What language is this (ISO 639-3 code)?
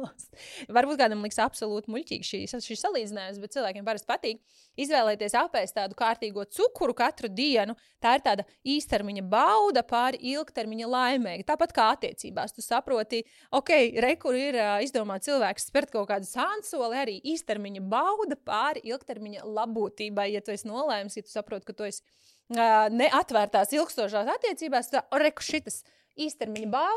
lav